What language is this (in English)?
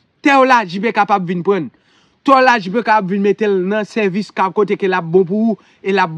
Haitian Creole